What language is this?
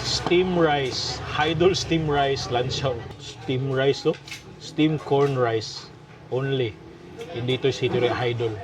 Cebuano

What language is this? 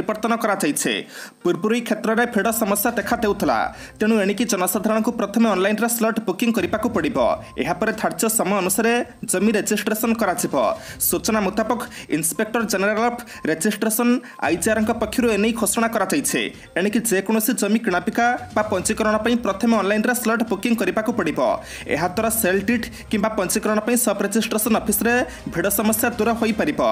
Odia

